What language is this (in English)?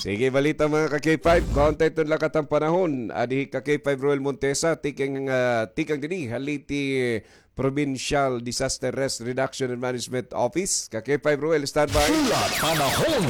Waray